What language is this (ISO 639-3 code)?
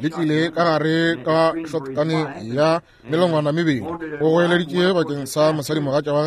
nso